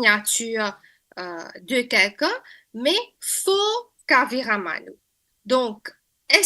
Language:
Morisyen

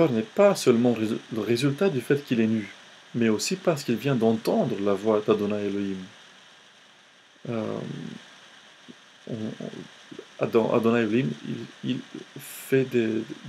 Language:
French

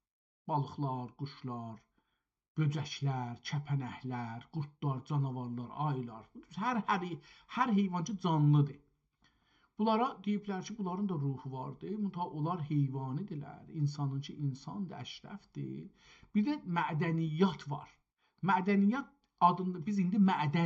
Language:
South Azerbaijani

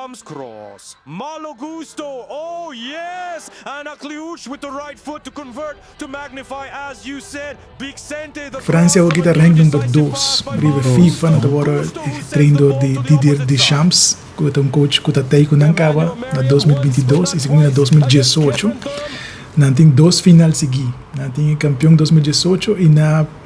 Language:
Papiamento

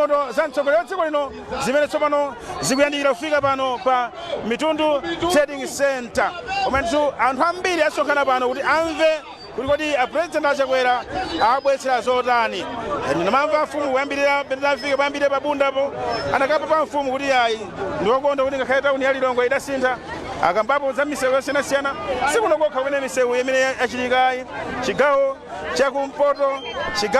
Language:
Nyanja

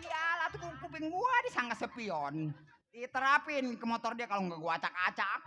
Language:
Betawi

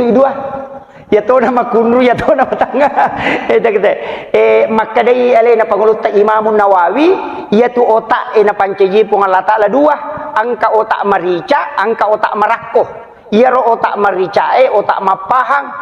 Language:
Buginese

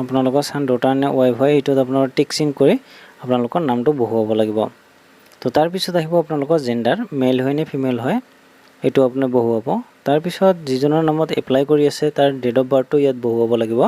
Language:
Assamese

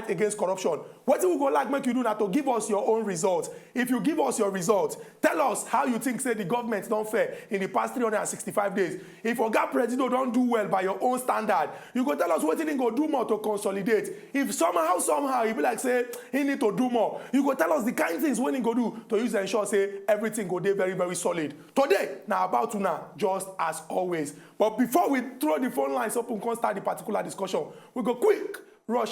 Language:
Nigerian Pidgin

